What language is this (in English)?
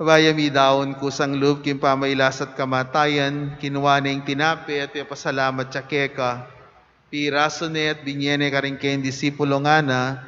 Pampanga